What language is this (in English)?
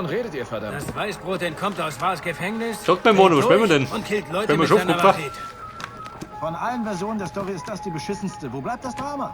Bavarian